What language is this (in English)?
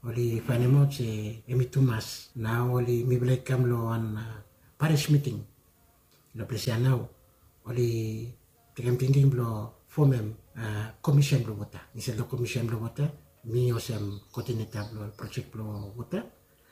Bislama